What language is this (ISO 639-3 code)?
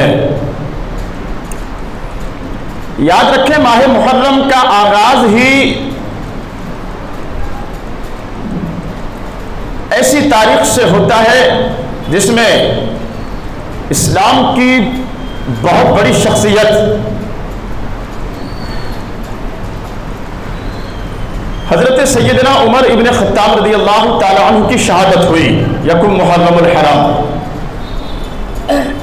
urd